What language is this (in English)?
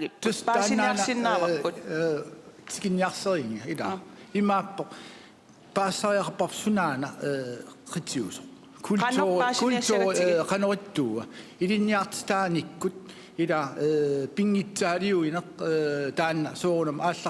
Kalaallisut